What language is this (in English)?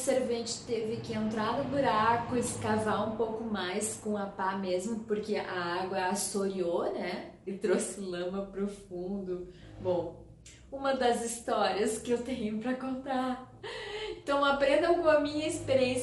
Portuguese